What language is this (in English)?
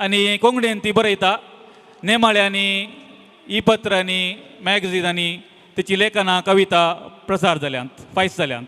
Konkani